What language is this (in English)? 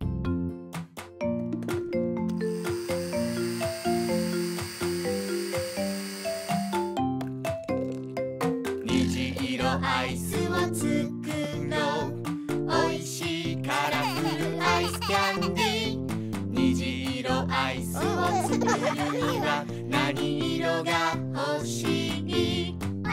Japanese